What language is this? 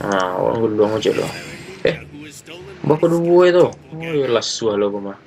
Minangkabau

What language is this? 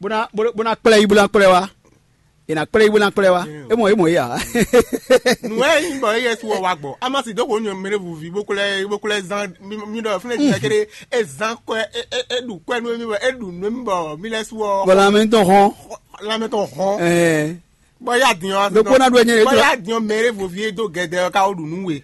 Fon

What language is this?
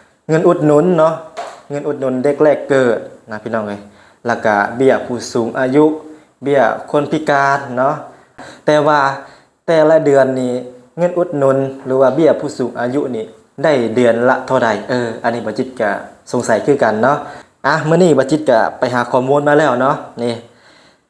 Lao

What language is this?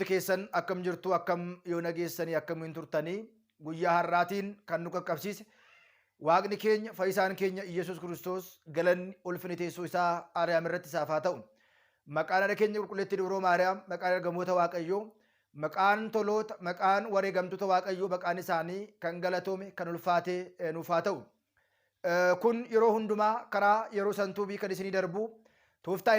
Oromo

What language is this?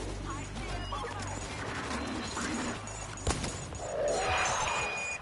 English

